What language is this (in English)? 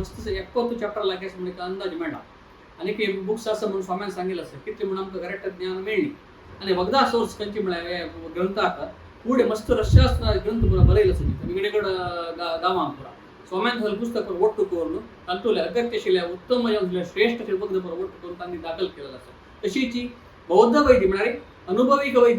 Konkani